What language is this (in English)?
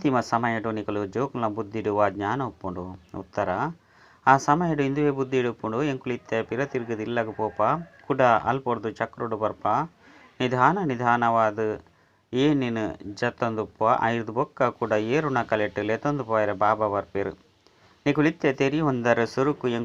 Tulu